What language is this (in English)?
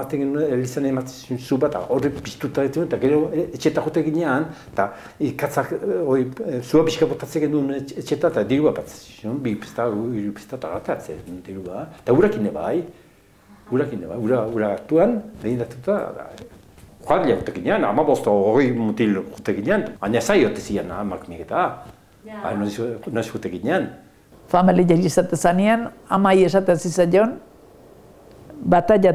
Basque